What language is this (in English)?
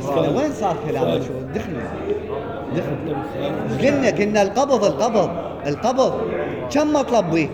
Mesopotamian Arabic